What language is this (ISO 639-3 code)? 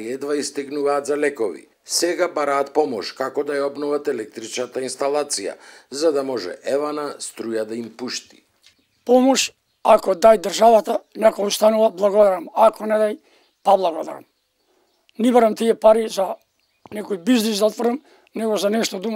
mkd